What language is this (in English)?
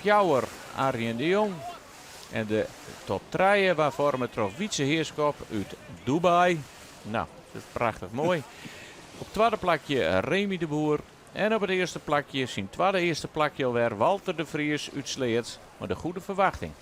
Western Frisian